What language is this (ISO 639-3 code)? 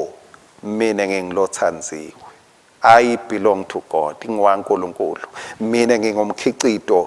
ssw